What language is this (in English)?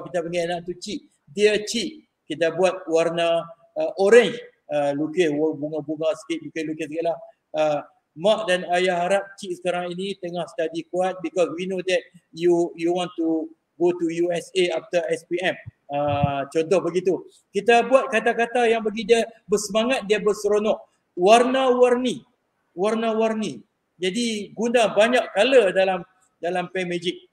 Malay